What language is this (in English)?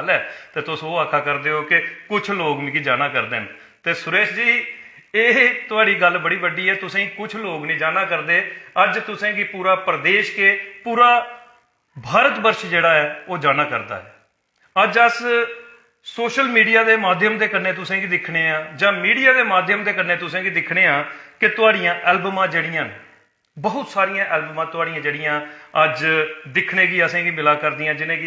Dogri